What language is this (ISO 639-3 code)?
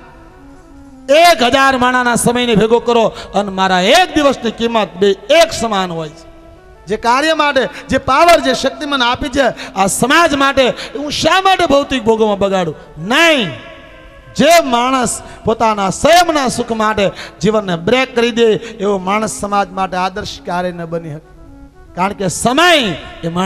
guj